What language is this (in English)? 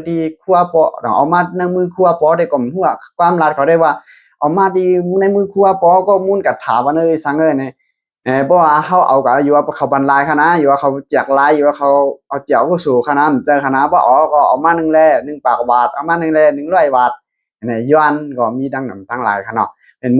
Shan